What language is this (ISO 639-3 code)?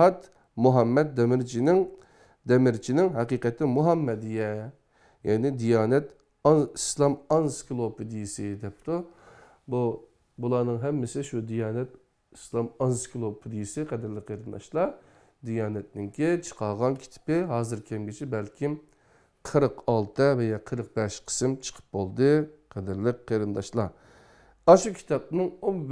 uig